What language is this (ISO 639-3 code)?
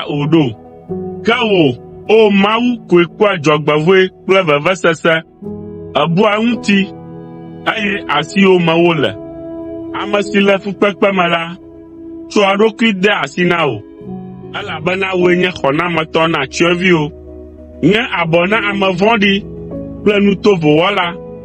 ewe